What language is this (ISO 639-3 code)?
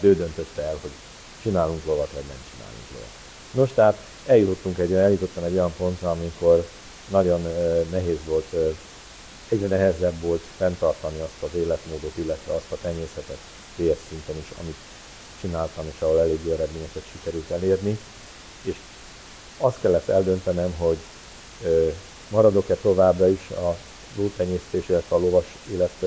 hun